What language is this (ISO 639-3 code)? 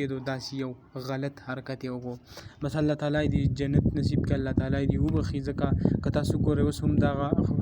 pus